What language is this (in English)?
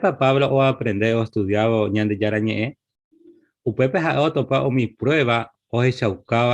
Guarani